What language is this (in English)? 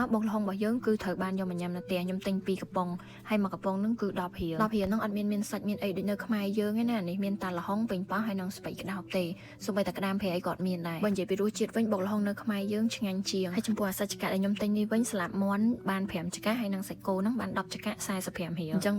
Khmer